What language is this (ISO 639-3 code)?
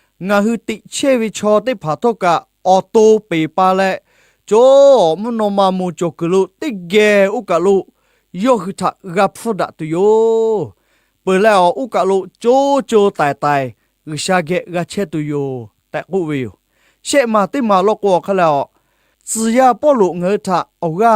lhu